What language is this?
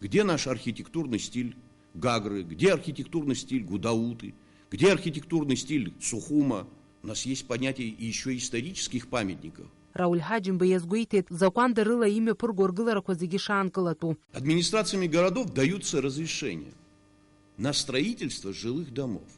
Abkhazian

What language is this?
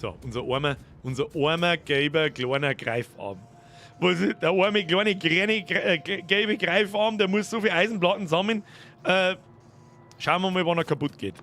Bavarian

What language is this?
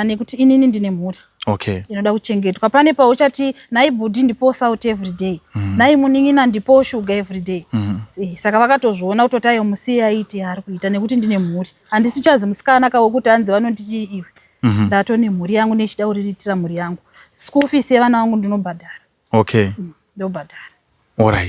Shona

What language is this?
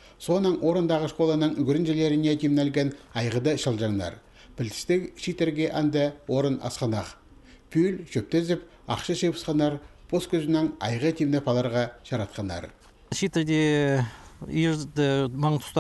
Khakas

